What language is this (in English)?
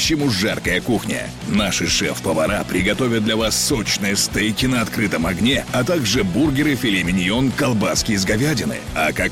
Russian